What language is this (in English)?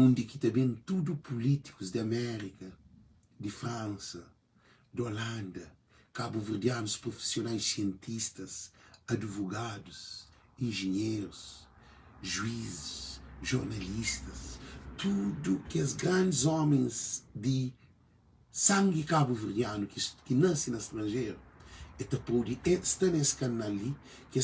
Kabuverdianu